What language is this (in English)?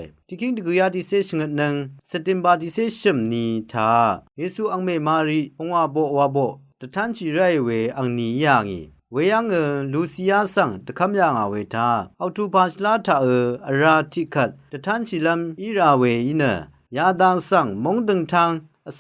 Rawang